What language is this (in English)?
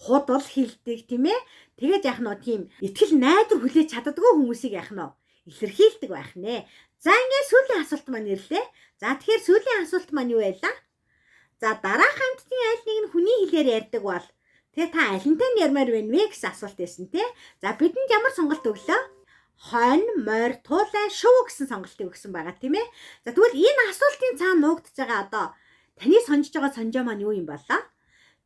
Mongolian